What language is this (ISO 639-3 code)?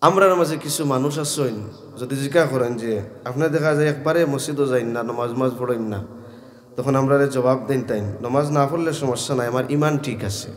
syl